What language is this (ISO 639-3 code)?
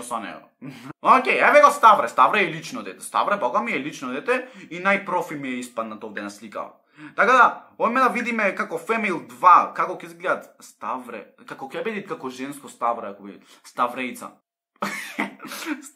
mkd